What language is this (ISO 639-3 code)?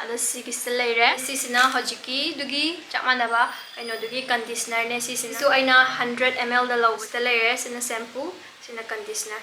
mni